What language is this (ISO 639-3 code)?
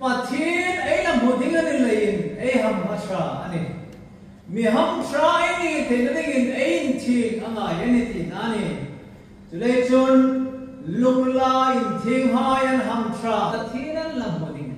hmr